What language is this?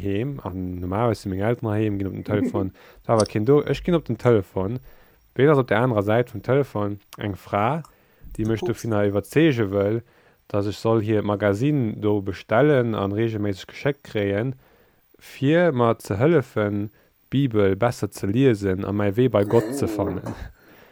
Luxembourgish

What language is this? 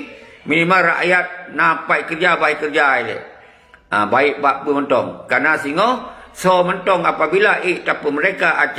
Achinese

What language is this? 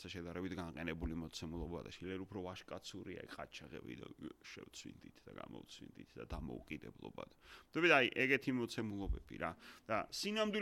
Georgian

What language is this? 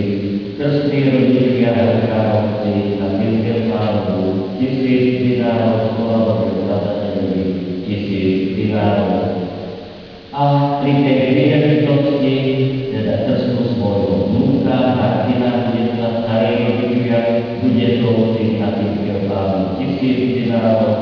Slovak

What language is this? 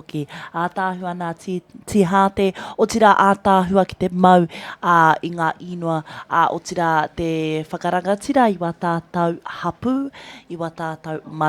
Māori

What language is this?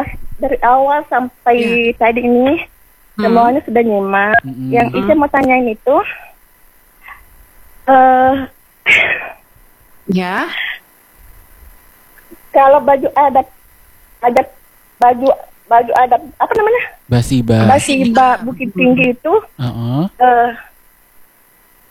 Indonesian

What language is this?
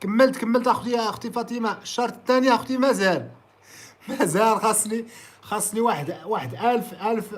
Moroccan Arabic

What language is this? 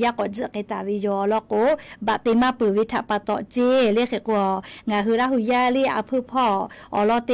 Lahu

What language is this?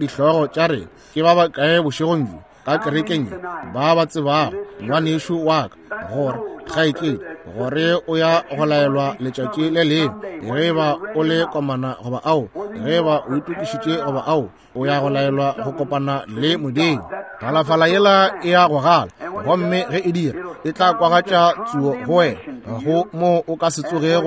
Northern Sotho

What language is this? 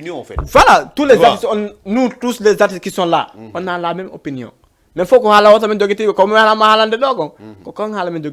Fula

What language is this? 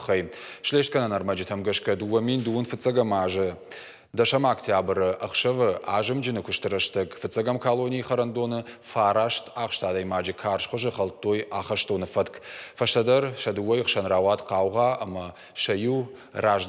Ossetic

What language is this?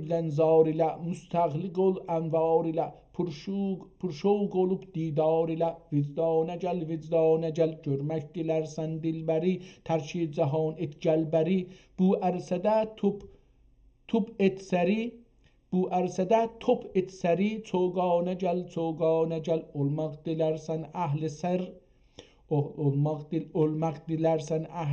South Azerbaijani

